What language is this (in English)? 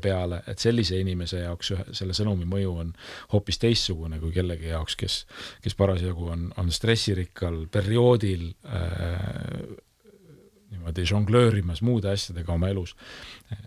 Estonian